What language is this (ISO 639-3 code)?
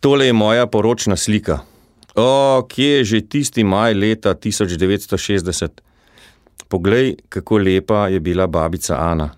slv